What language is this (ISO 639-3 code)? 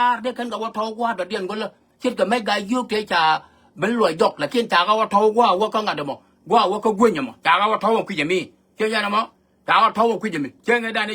nus